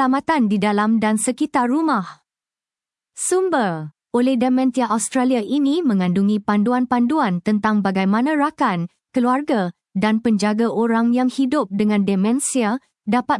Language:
Malay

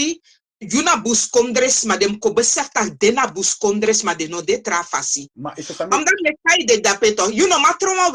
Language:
Sranan Tongo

